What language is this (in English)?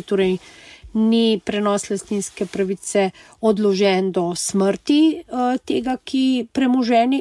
Slovenian